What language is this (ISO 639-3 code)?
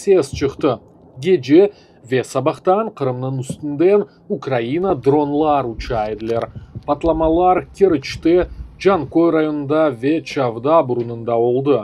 crh